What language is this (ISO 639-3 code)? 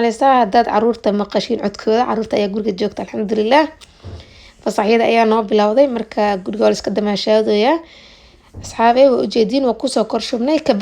som